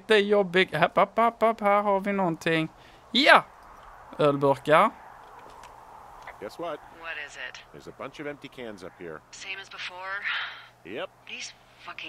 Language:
Swedish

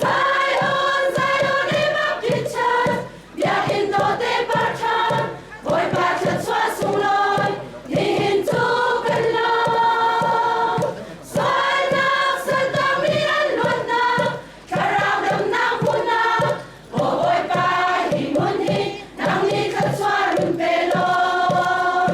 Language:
Hakha Chin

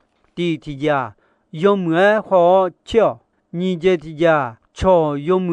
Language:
Akha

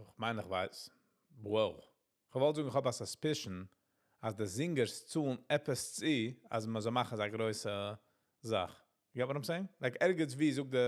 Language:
Yiddish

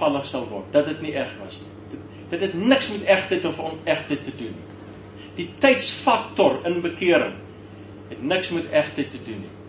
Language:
Afrikaans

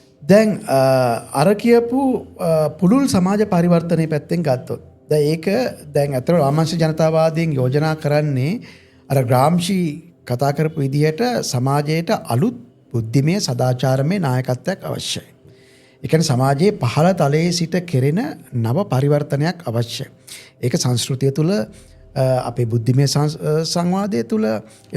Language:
Sinhala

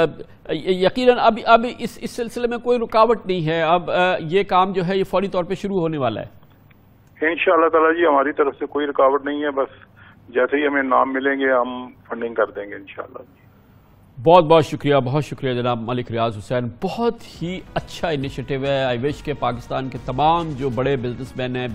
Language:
Urdu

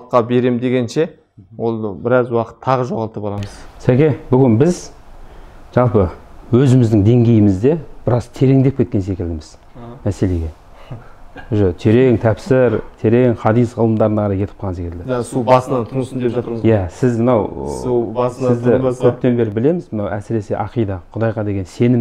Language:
Kazakh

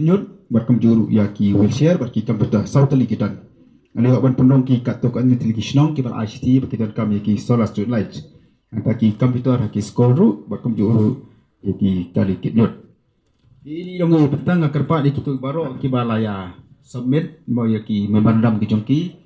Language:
Khasi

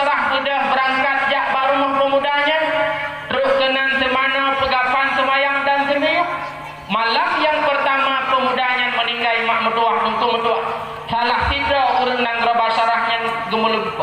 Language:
Achinese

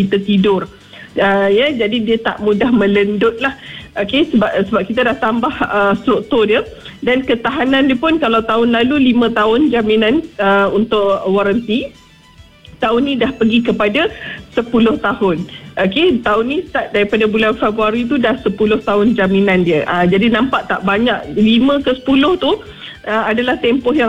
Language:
Malay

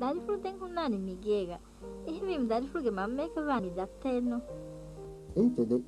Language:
Divehi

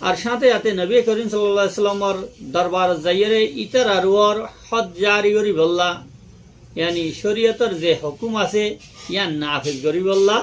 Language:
Rohingya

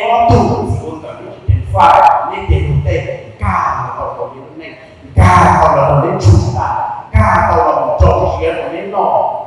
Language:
Hmong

